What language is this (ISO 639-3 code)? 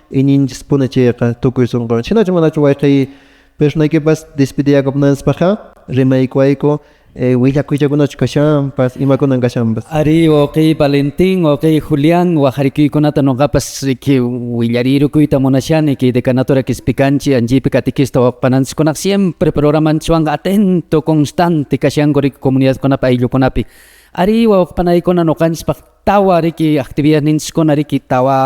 que